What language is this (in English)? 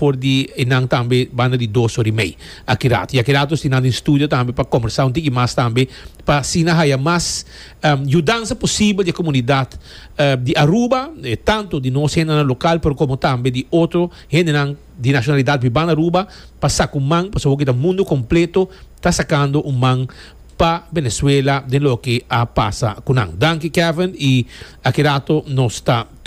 Papiamento